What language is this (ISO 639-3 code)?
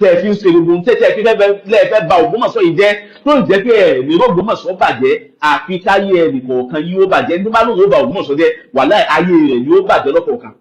yor